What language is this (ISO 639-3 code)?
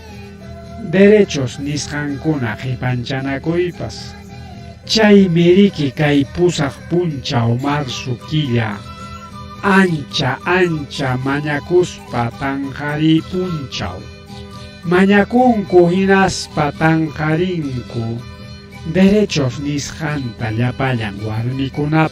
quy